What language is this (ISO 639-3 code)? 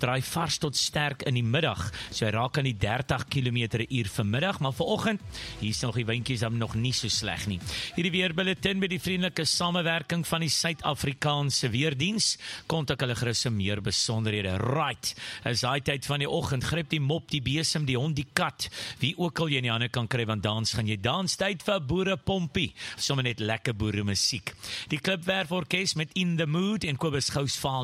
afr